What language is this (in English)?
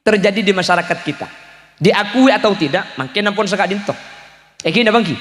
Madurese